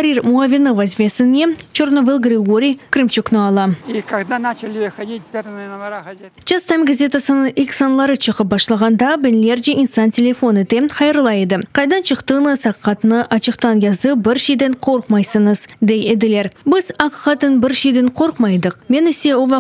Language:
Crimean Tatar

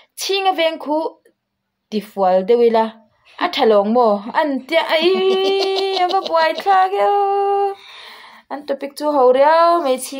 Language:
Mizo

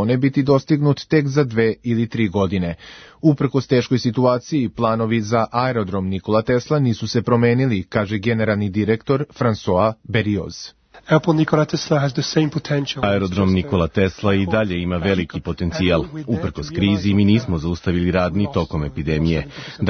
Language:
Serbian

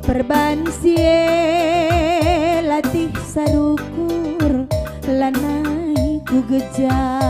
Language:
Batak Karo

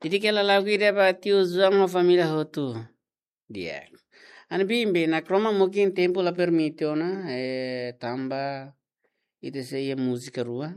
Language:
Tetum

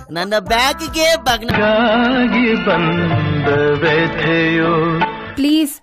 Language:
Kannada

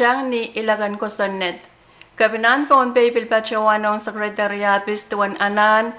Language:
Pohnpeian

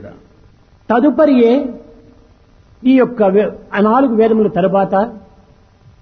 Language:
Telugu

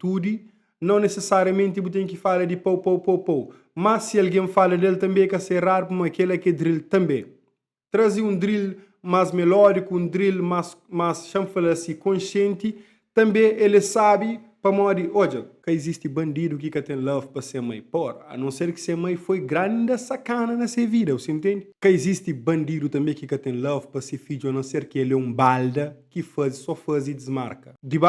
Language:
Kabuverdianu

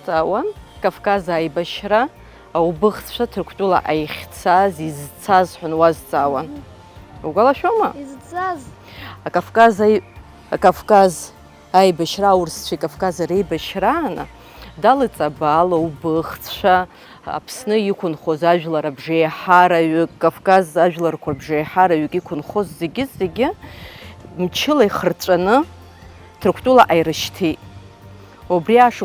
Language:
Abkhazian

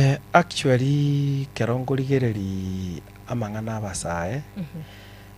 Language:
Gusii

